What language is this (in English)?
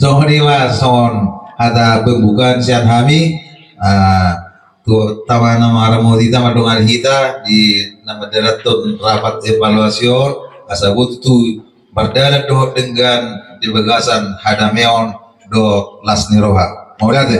Batak Toba